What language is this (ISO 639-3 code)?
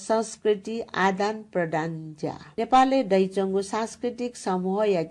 new